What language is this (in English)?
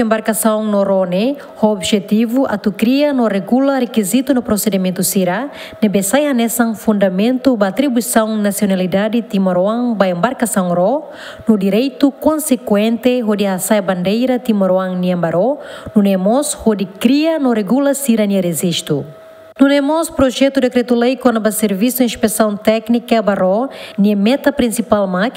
Tetum